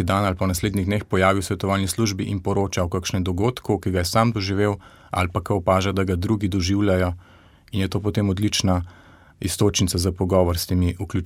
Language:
Slovenian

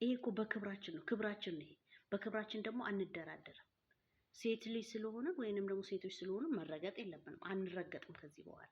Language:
Amharic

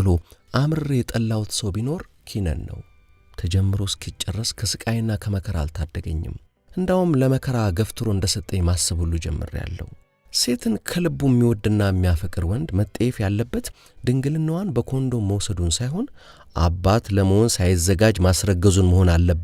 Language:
Amharic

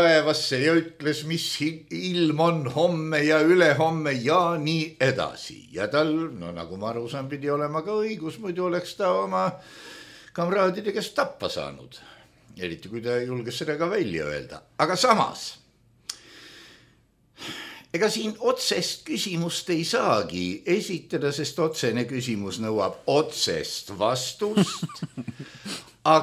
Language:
Estonian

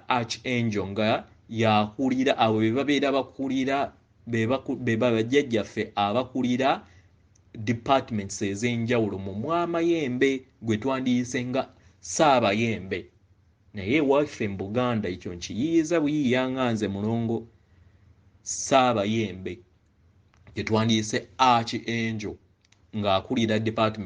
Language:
Ganda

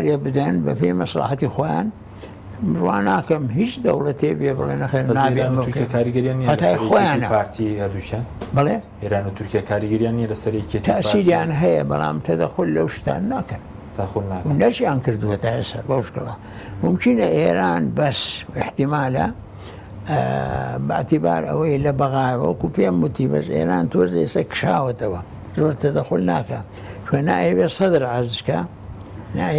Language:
Central Kurdish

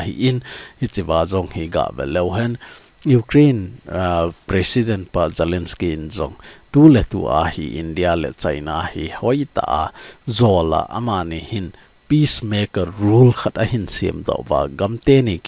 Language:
Thado Chin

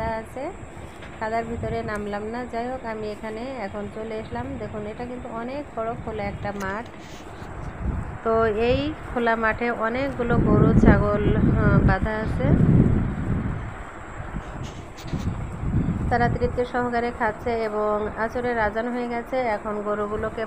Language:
Bangla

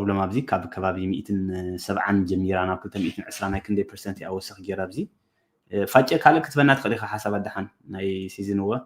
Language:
Tigrinya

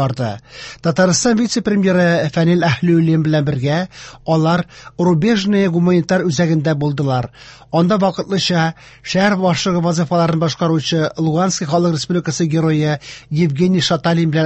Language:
Tatar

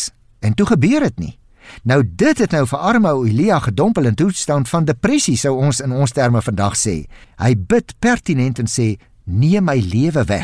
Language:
Afrikaans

